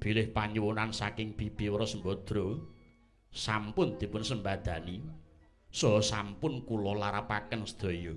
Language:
Javanese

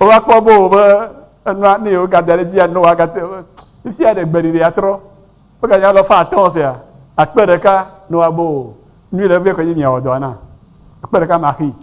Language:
Ewe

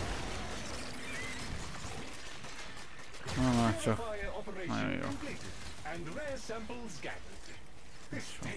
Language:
Hungarian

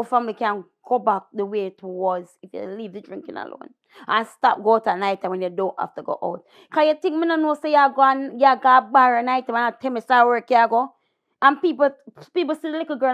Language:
Jamaican Creole English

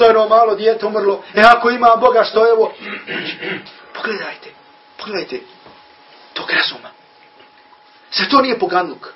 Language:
Bosnian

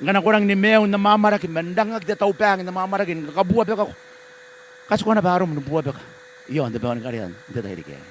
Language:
Gilbertese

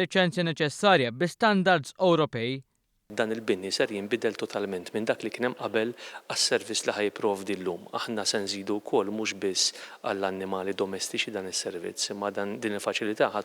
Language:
Maltese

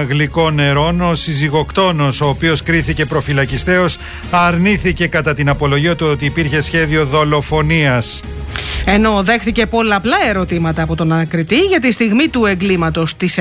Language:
Greek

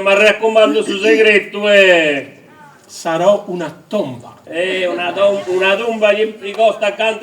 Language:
Sardinian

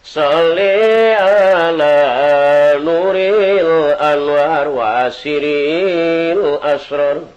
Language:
Sundanese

